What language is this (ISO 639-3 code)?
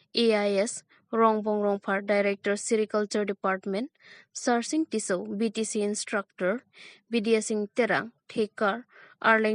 mjw